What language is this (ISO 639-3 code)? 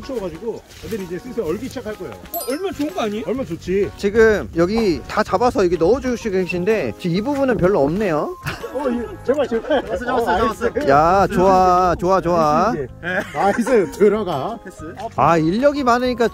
kor